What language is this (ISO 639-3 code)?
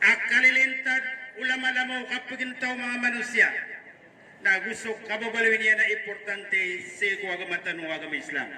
mrw